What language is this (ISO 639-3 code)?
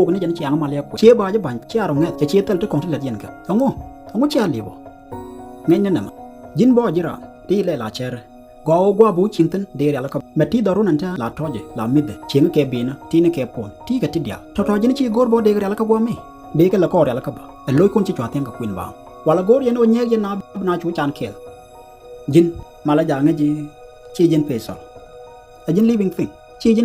nus